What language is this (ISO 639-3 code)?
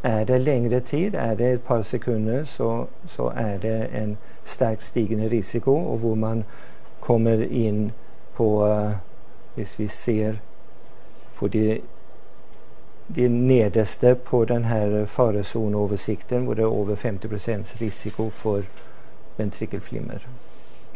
nor